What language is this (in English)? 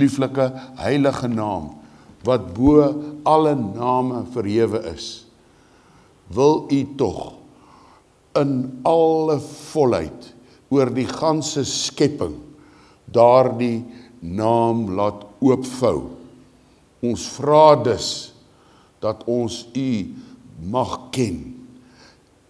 Afrikaans